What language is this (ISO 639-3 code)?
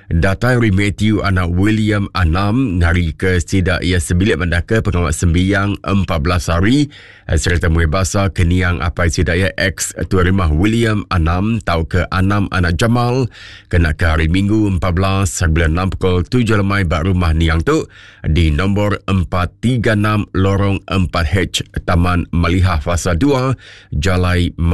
iba